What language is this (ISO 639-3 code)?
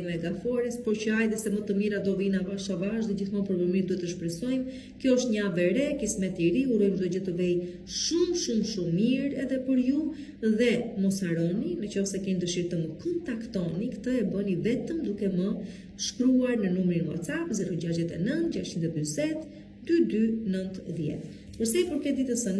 sqi